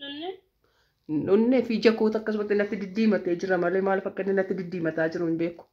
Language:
Oromo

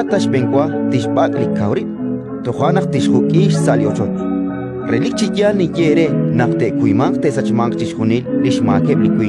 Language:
Kekchí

